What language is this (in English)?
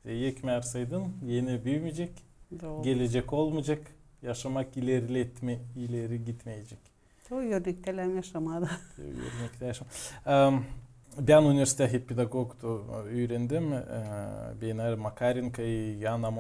Gagauz